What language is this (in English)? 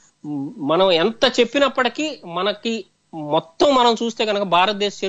Telugu